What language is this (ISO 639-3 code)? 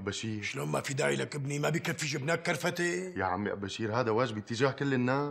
apc